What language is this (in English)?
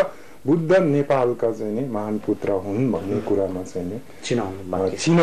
Nepali